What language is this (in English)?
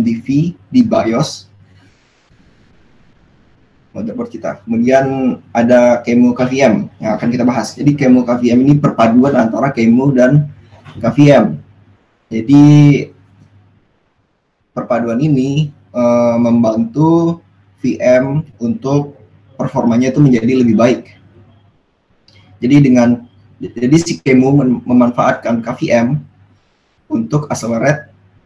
Indonesian